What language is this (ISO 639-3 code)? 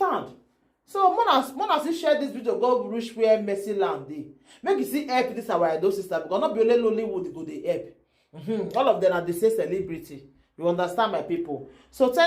pcm